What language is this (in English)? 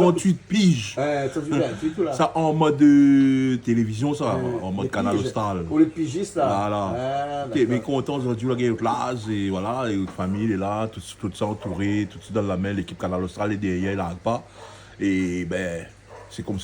Réunion Creole French